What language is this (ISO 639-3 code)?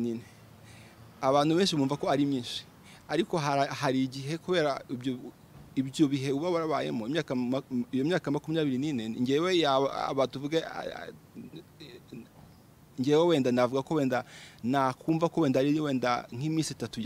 kin